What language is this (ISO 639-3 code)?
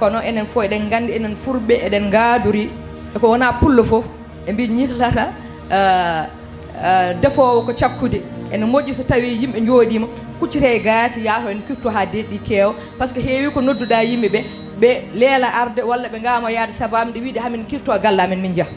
ful